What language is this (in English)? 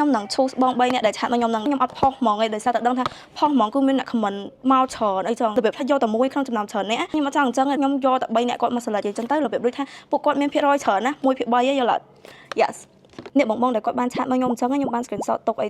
Khmer